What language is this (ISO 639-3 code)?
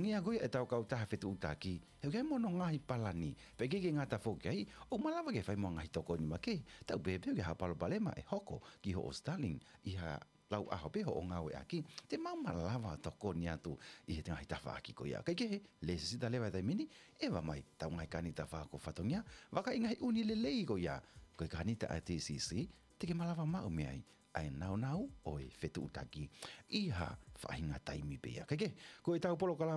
ton